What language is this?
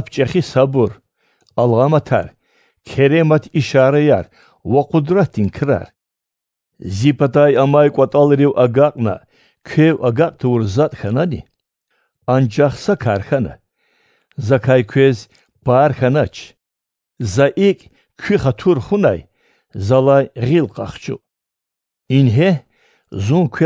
Lezghian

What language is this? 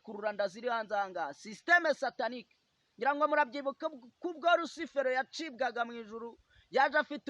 Kinyarwanda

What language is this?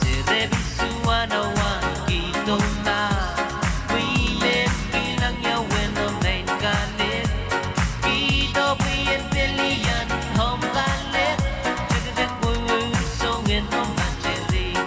Pohnpeian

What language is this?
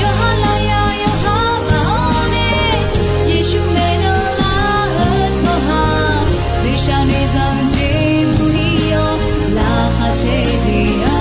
Akha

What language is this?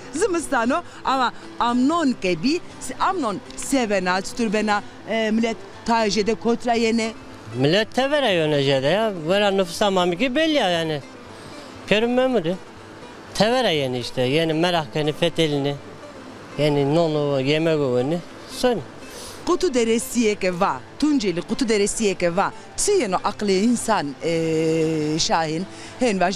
Zaza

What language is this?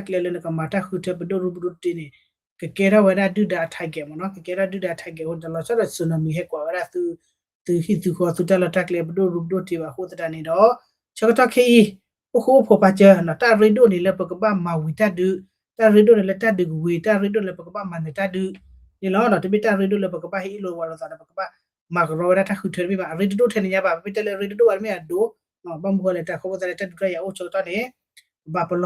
S'gaw Karen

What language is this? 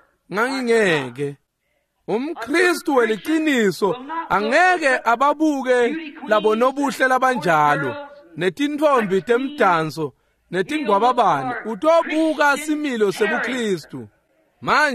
Swati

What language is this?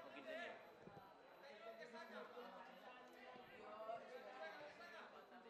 Catalan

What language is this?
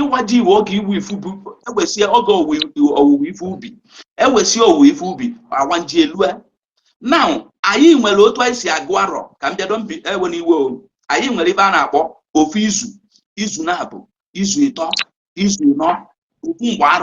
Igbo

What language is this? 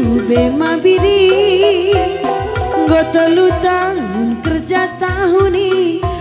Batak Karo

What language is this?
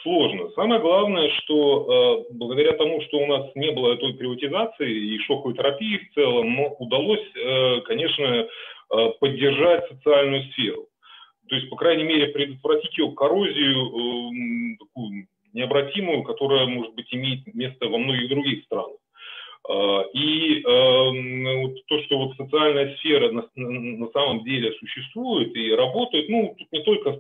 Russian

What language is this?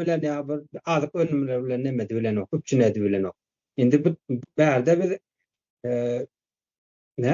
Turkmen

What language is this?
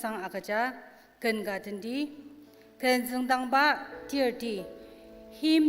Ao Naga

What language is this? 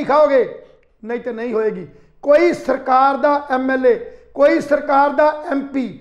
Punjabi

